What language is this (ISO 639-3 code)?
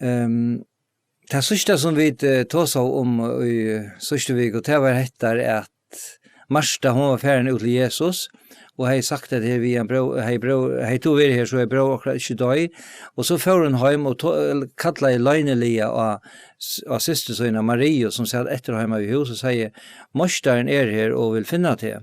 fao